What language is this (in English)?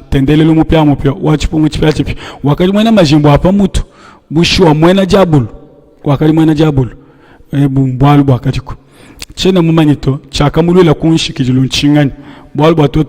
Luba-Lulua